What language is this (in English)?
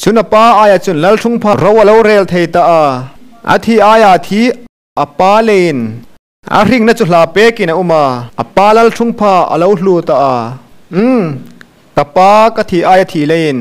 Hmar